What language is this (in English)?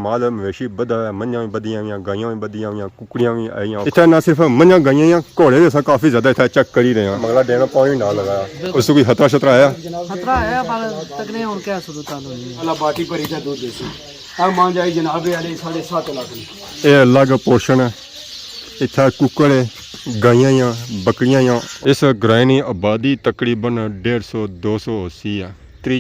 Pahari-Potwari